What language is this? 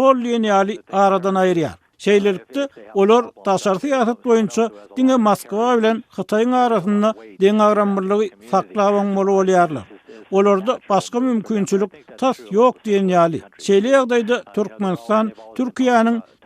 Turkmen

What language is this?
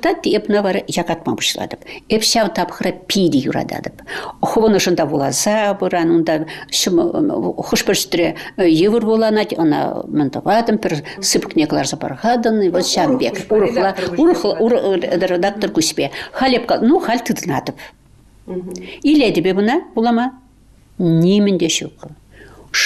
Chuvash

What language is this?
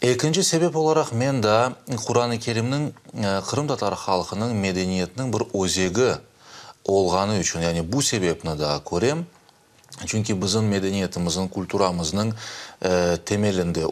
Crimean Tatar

